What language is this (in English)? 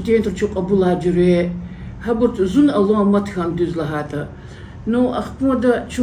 Lezghian